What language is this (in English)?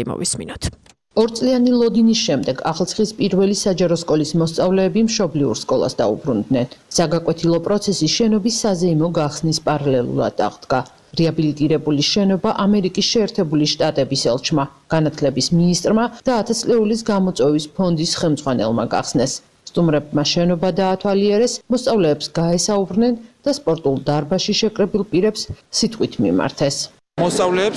Georgian